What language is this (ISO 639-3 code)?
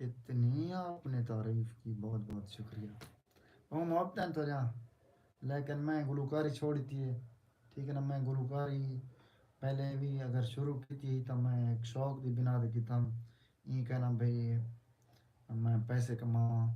skr